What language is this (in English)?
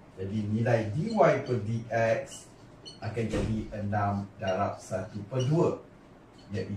Malay